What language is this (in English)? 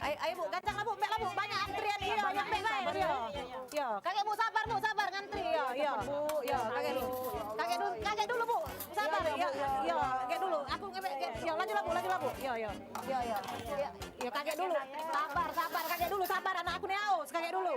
Musi